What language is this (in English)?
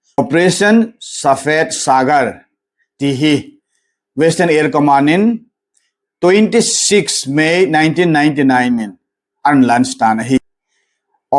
Thado Chin